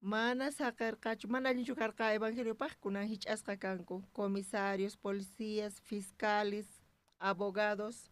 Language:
South Bolivian Quechua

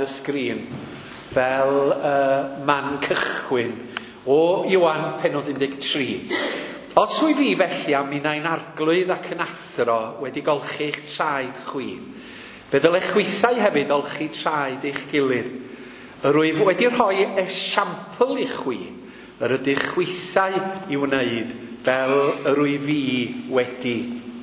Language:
Welsh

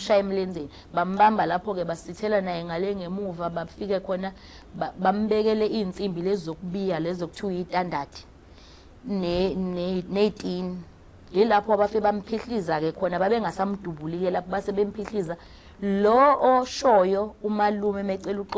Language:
Zulu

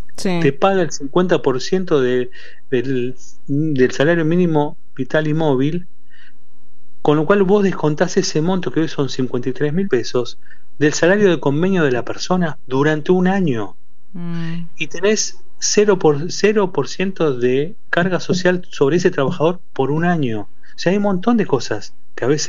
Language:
Spanish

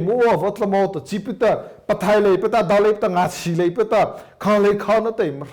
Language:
Mara Chin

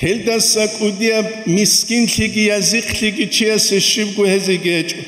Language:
Avaric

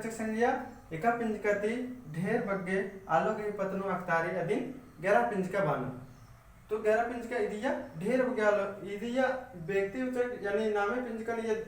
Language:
Kurukh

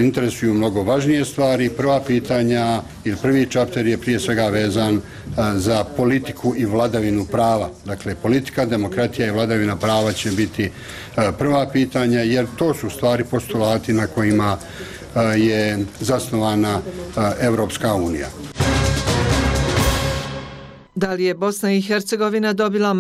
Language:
Bosnian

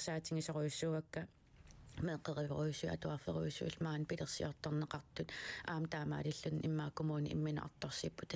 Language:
Kalaallisut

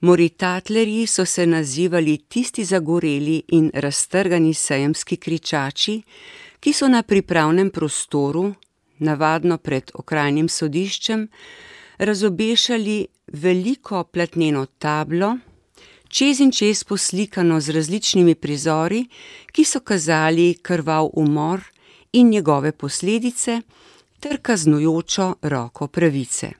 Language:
Slovenian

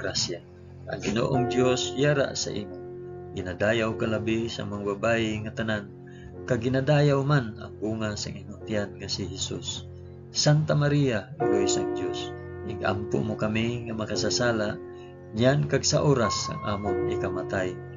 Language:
Hiligaynon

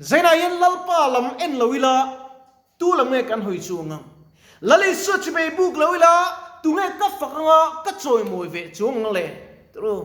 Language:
Mizo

